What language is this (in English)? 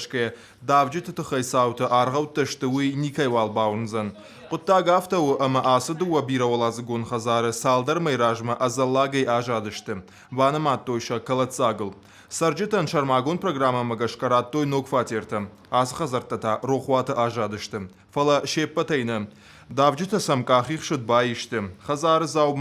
Ossetic